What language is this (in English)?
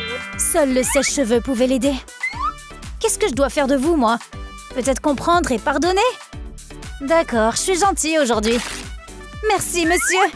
French